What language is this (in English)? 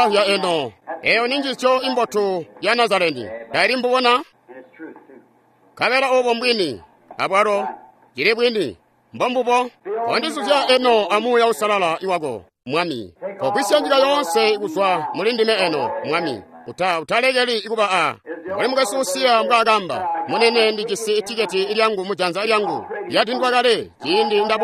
Tonga (Zambia)